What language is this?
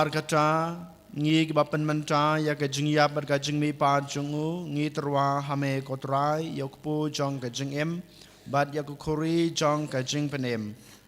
Khasi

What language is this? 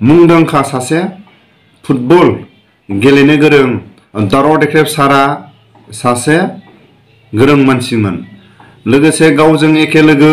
Bodo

